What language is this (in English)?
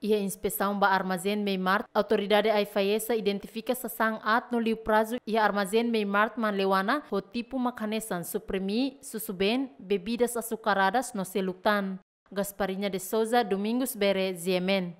Tetum